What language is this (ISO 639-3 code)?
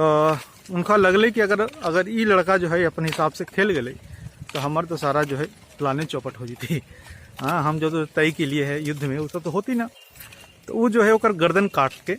mag